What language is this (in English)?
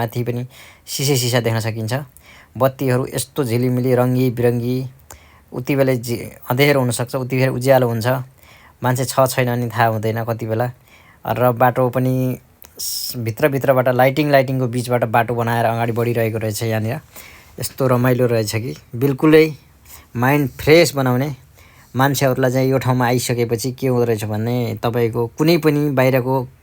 Nepali